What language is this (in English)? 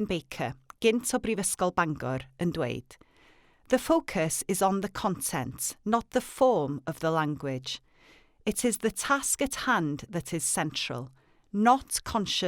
Welsh